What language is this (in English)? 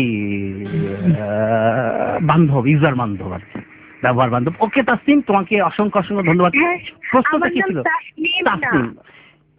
Bangla